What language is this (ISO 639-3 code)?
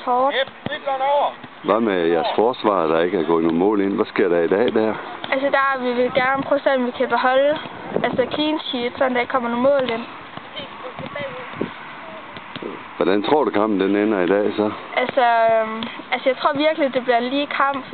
dan